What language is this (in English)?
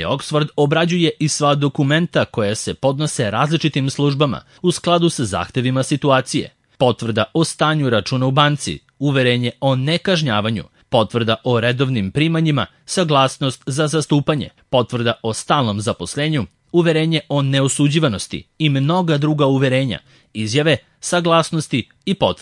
Serbian